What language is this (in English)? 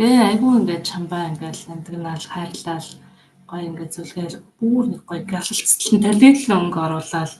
Mongolian